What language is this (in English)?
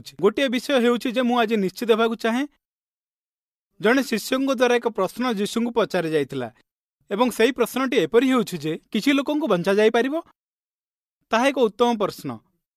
Odia